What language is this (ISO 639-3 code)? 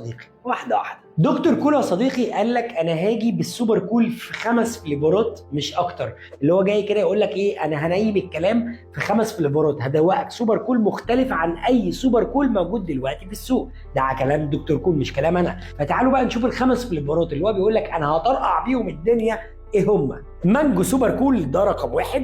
arz